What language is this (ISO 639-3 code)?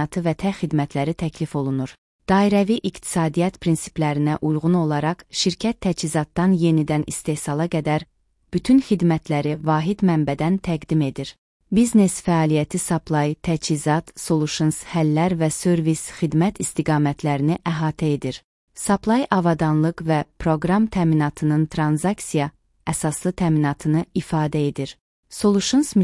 aze